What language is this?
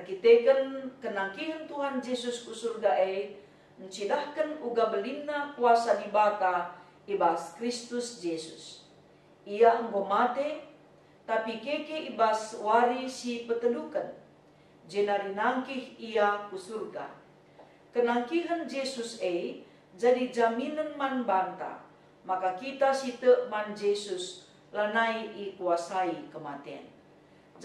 Batak Karo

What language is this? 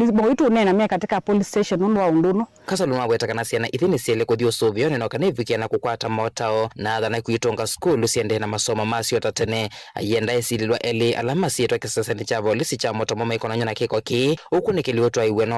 Kamba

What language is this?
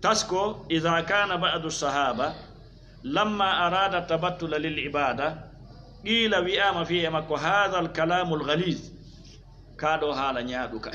Fula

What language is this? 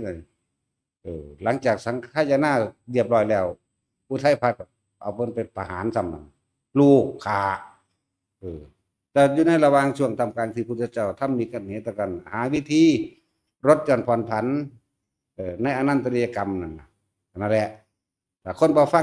Northeastern Thai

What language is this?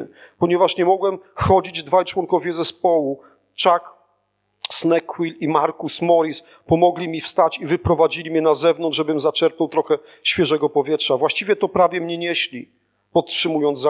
Polish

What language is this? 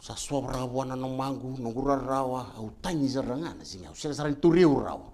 Fijian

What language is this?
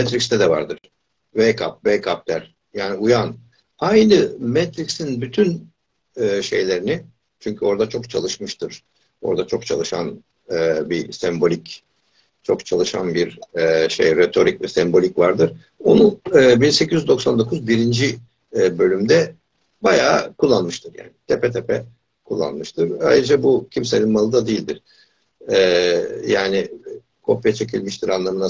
Turkish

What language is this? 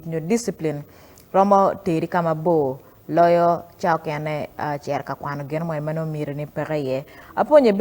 Acoli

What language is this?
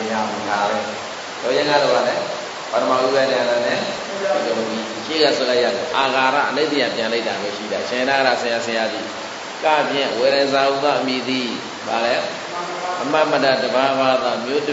Burmese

